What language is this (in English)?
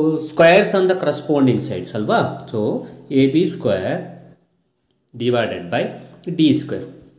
Kannada